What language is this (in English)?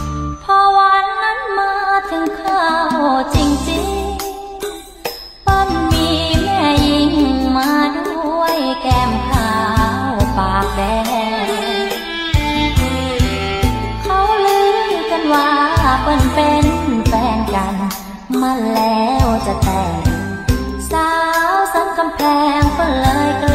Thai